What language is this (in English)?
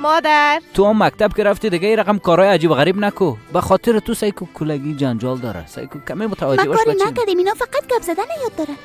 Persian